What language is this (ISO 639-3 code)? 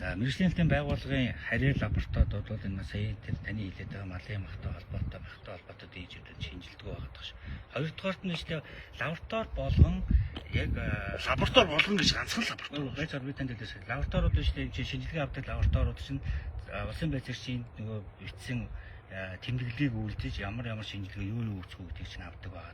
mon